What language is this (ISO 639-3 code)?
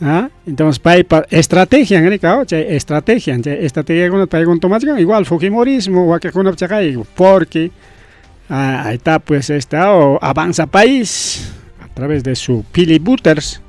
quy